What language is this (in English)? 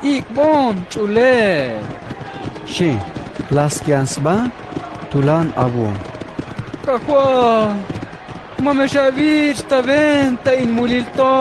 Tzeltal